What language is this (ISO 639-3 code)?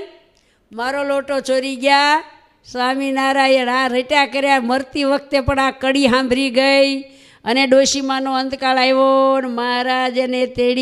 guj